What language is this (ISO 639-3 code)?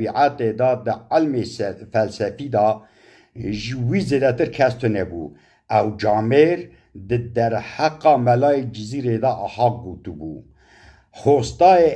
kur